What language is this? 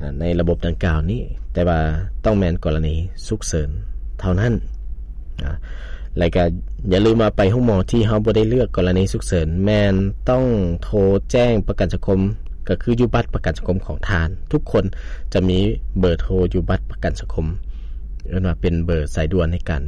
Lao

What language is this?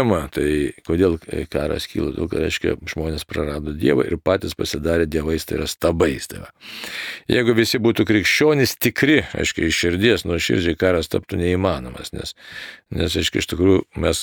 Lithuanian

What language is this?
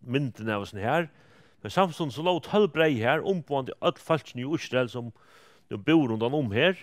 Faroese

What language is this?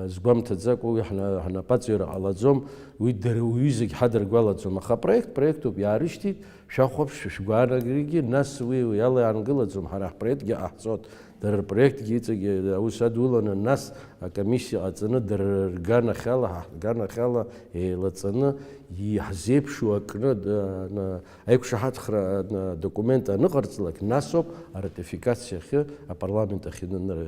Abkhazian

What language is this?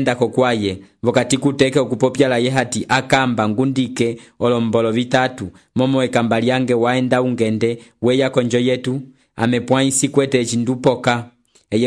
Umbundu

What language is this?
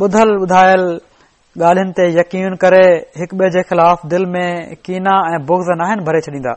Sindhi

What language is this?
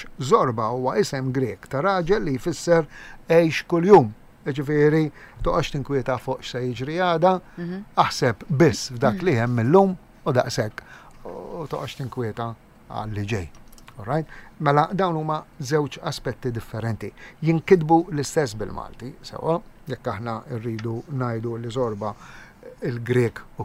Maltese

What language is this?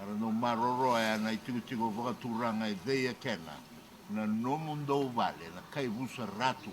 Fijian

